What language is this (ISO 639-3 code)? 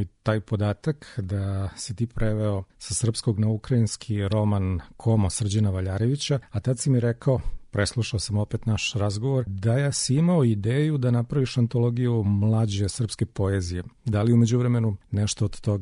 srp